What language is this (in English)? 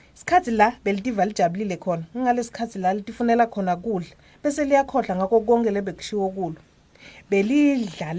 Swati